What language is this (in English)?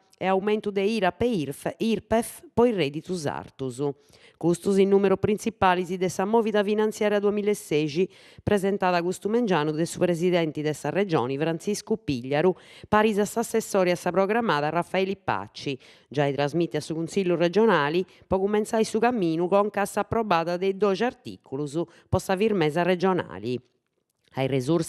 Sardinian